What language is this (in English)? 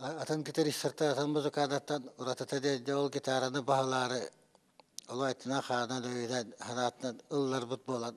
Yakut